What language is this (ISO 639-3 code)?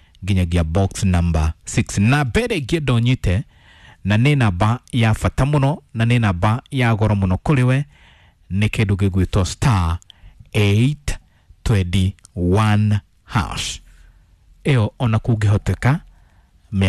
kik